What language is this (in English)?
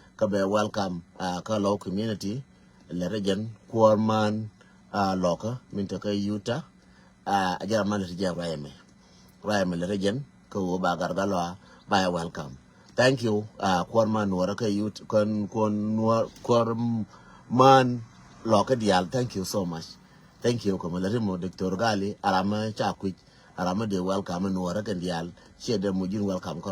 Nuer